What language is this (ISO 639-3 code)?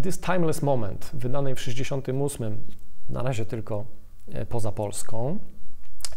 pol